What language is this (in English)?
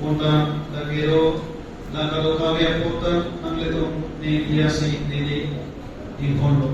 Karbi